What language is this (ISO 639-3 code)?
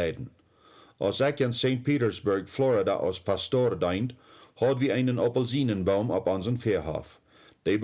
pdt